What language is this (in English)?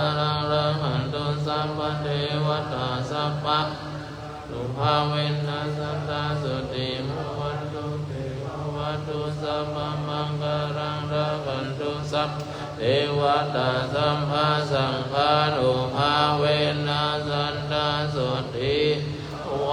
Pali